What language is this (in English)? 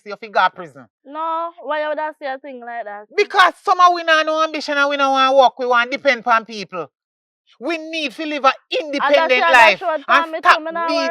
Jamaican Creole English